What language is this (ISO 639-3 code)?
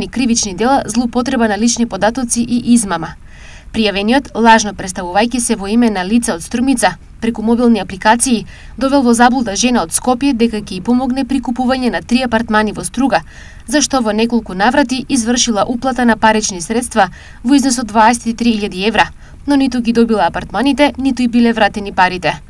mkd